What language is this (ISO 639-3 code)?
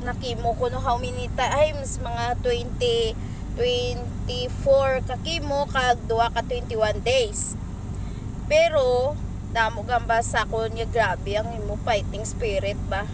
hil